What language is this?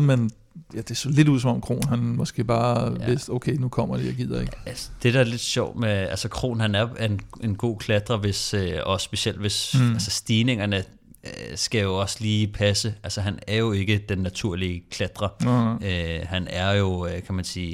Danish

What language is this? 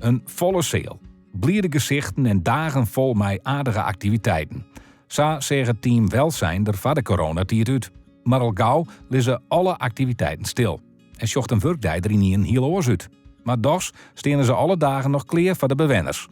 Western Frisian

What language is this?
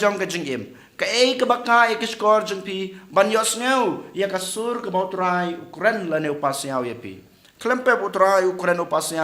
Khasi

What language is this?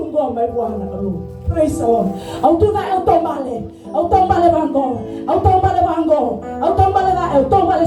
Fijian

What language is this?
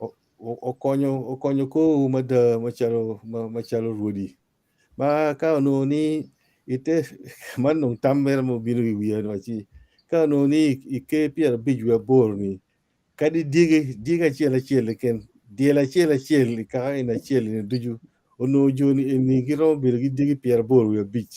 Acoli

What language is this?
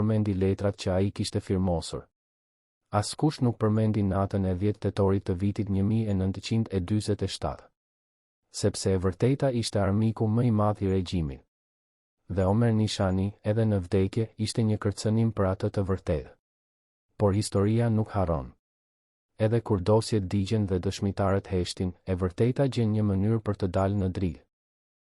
Albanian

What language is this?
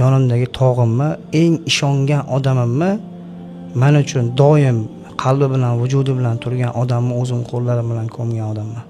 Uzbek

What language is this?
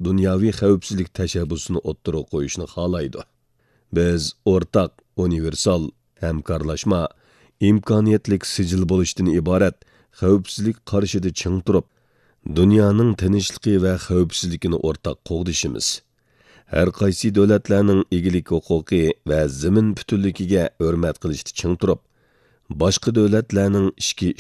Uyghur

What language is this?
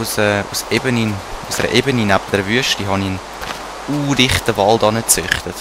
Swiss German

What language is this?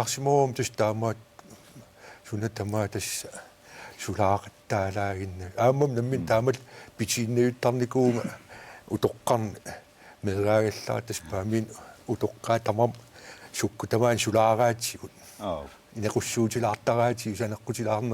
Kalaallisut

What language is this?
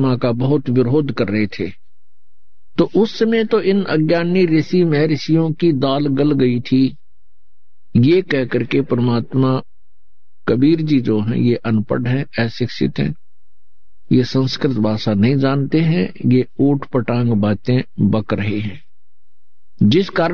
Hindi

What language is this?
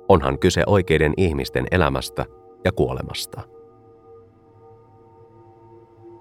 Finnish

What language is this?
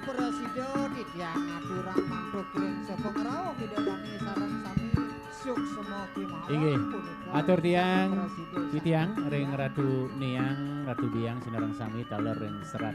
Balinese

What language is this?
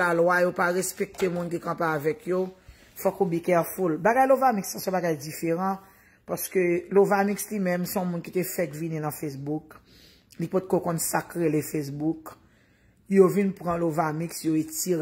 Haitian Creole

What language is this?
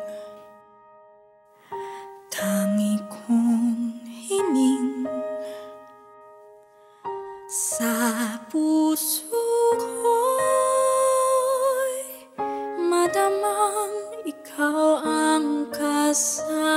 Filipino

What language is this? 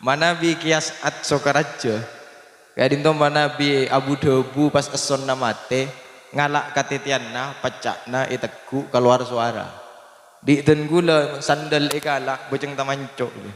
Madurese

